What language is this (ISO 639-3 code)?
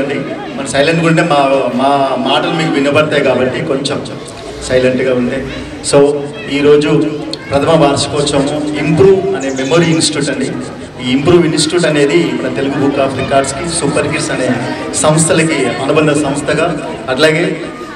tel